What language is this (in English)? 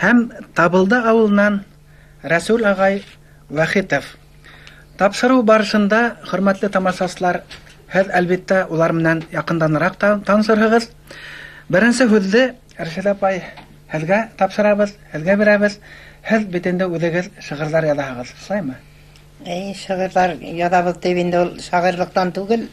Bashkir